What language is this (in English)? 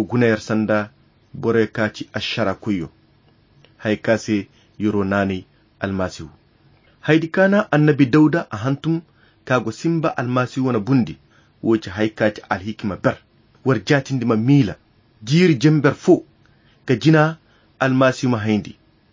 Koyra Chiini